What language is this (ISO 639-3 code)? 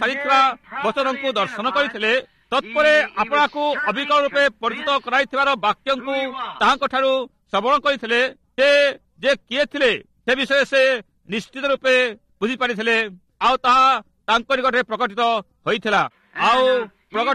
ori